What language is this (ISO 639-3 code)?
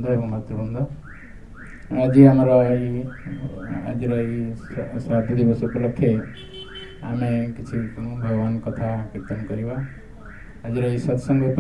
ori